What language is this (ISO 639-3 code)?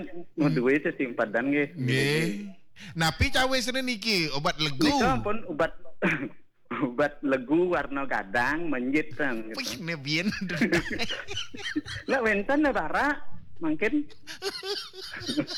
ban